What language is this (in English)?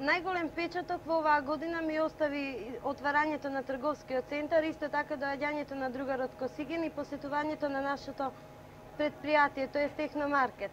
Macedonian